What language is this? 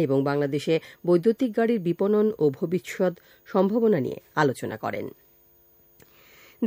Bangla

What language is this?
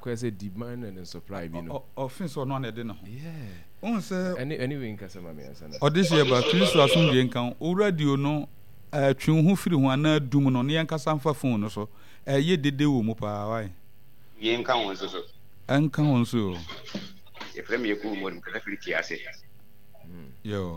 Akan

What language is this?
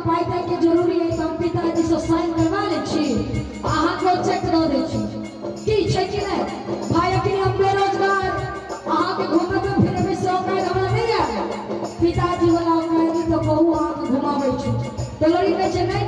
Maithili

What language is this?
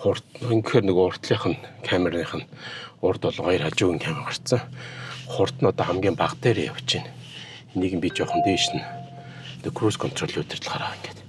Mongolian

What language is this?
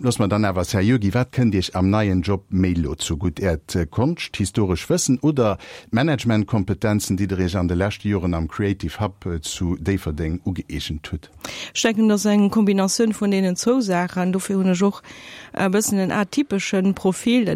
Luxembourgish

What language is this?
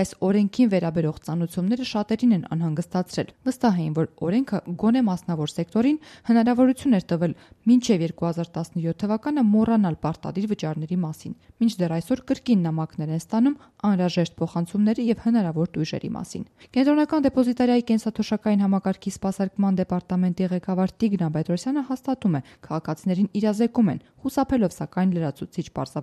Armenian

